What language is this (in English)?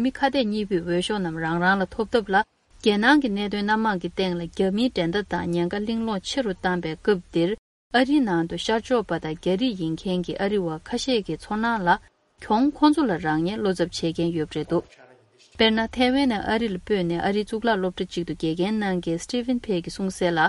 Tibetan